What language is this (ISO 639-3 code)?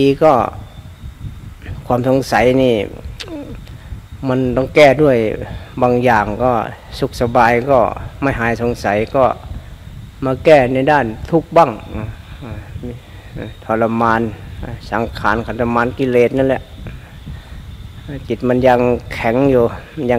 tha